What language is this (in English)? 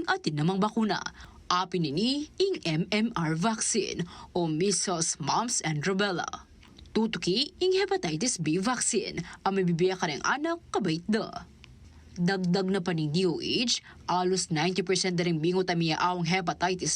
Pampanga